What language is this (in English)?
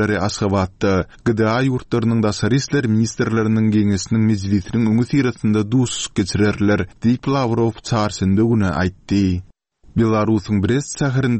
Turkmen